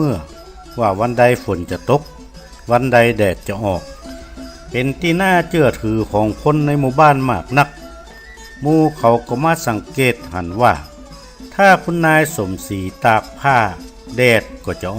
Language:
Northern Thai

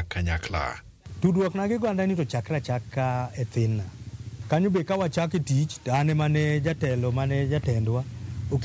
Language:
Luo (Kenya and Tanzania)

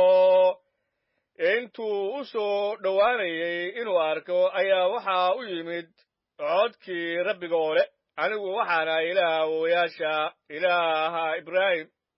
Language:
Somali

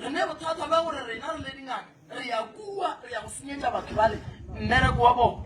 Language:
Northern Sotho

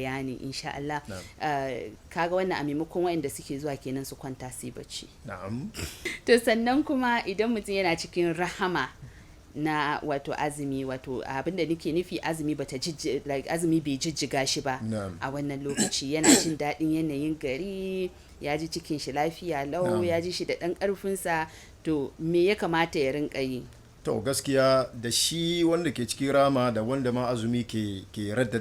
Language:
Hausa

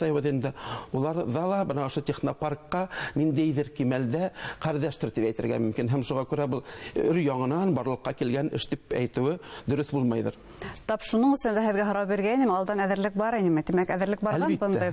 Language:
Bashkir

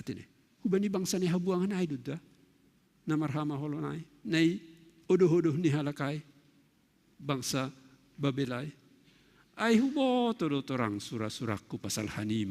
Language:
Batak Simalungun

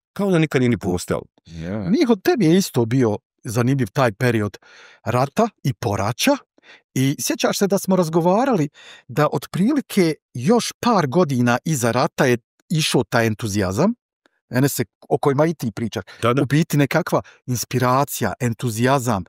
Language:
Bosnian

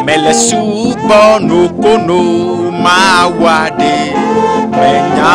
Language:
Ewe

